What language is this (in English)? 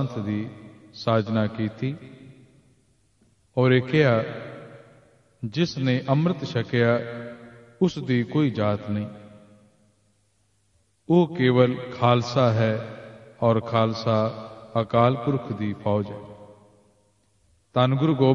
Punjabi